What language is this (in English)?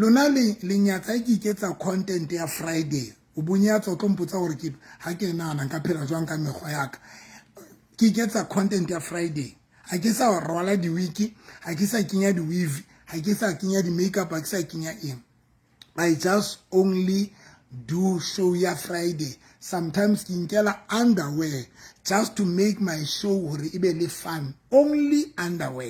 Southern Sotho